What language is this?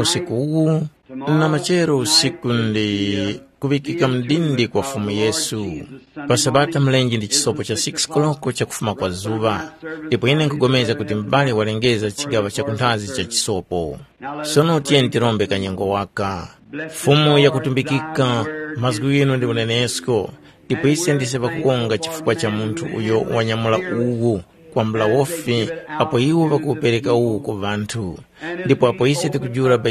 Tumbuka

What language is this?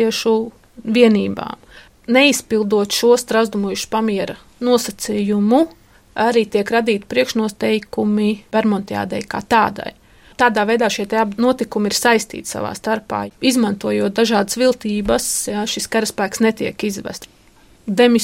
Latvian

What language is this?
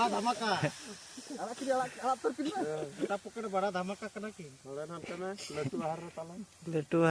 Santali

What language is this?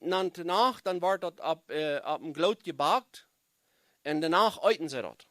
Plautdietsch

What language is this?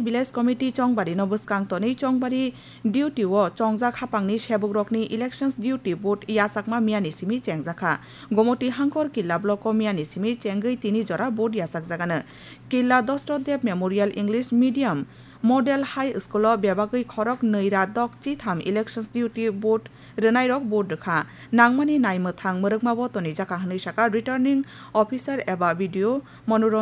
Kok Borok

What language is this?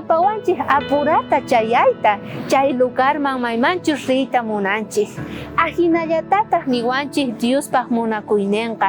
South Bolivian Quechua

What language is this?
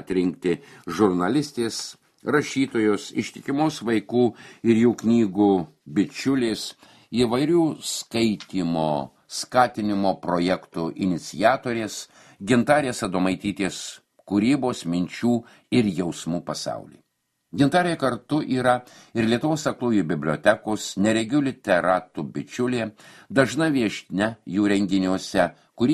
Lithuanian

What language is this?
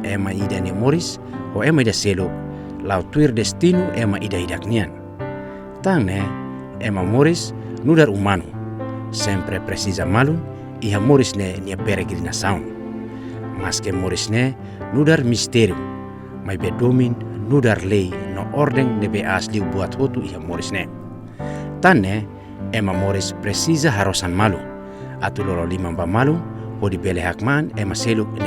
Tetum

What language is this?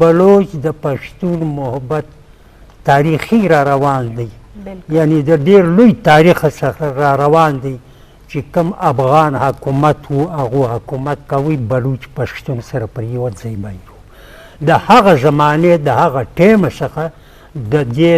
Eastern Balochi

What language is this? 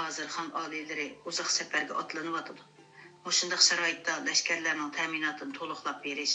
Uyghur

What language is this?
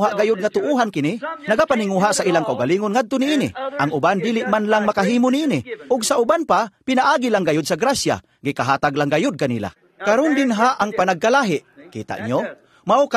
Cebuano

